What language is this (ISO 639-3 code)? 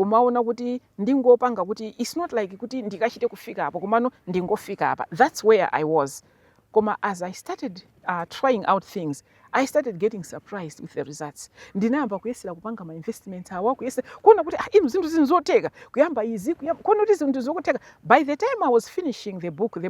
nya